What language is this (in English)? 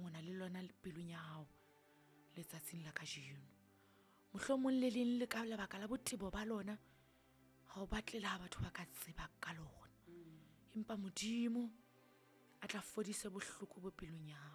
Southern Sotho